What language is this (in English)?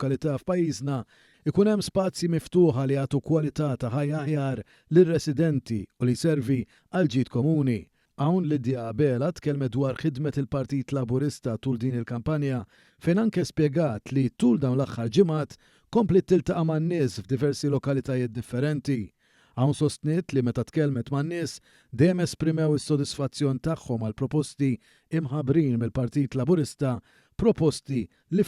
Maltese